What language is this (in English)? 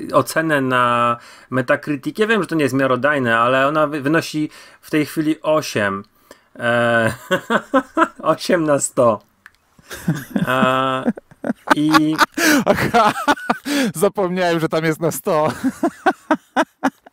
Polish